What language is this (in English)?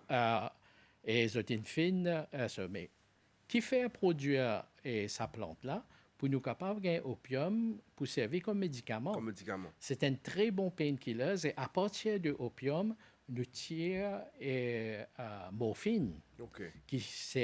Morisyen